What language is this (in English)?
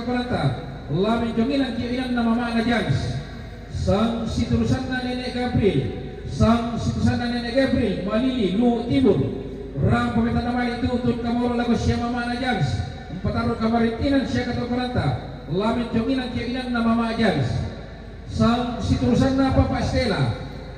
Toraja-Sa'dan